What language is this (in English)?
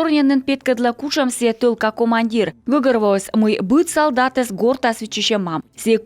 Komi